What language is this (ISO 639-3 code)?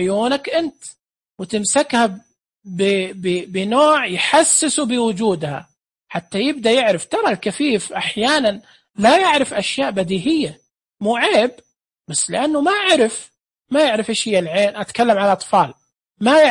ars